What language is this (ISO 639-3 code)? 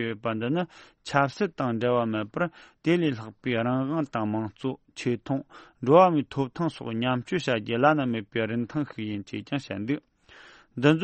bod